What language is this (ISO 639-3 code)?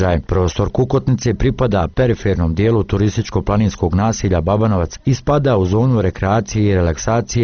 bos